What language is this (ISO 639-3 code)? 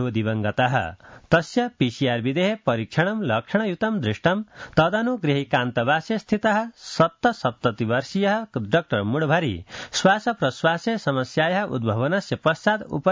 san